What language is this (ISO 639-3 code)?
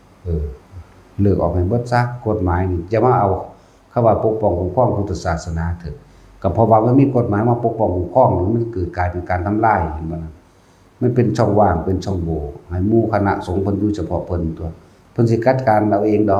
tts